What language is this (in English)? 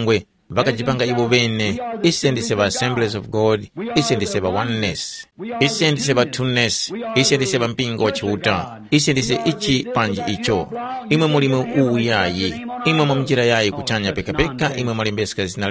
Tumbuka